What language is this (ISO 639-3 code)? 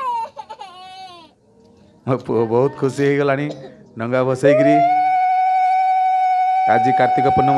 ori